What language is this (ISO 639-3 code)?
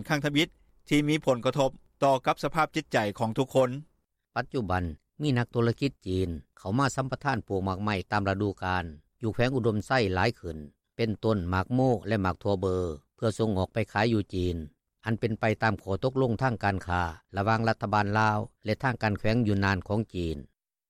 lao